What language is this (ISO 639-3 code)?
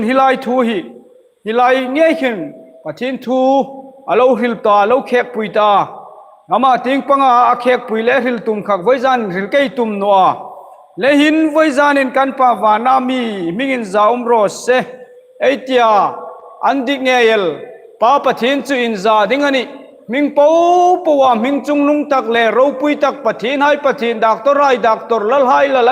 hmr